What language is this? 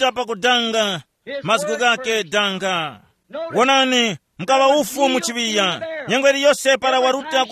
Tumbuka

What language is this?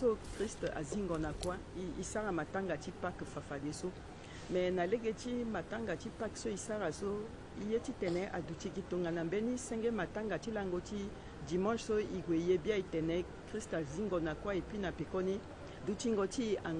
Sango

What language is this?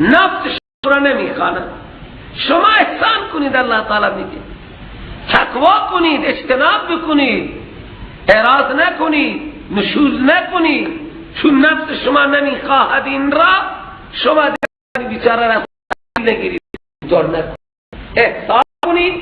Persian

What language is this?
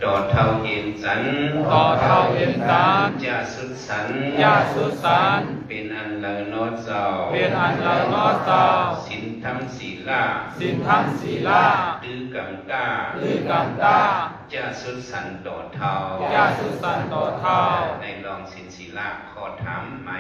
Shan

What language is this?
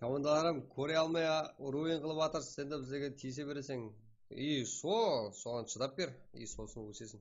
Kara-Kalpak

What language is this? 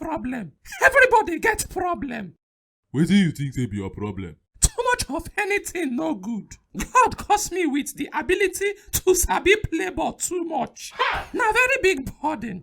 Nigerian Pidgin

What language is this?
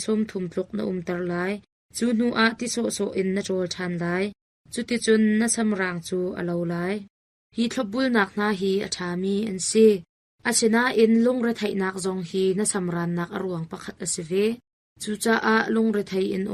Hakha Chin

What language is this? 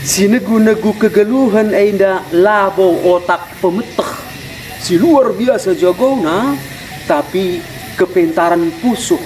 Batak Karo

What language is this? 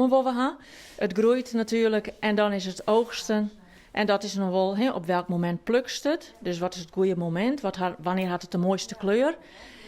Western Frisian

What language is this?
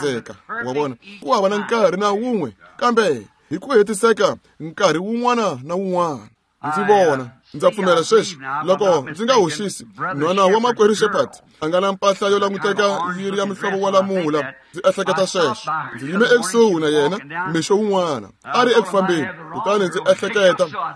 Tsonga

